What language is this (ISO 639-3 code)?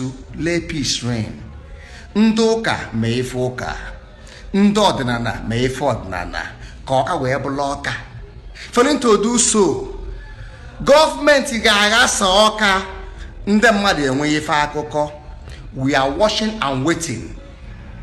ibo